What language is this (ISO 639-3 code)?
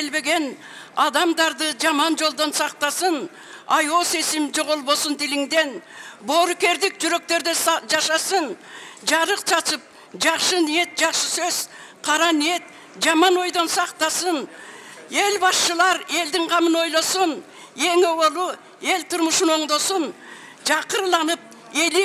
kir